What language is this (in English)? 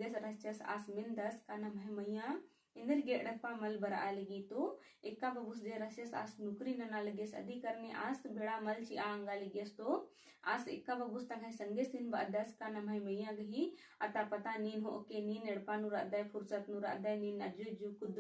Kurukh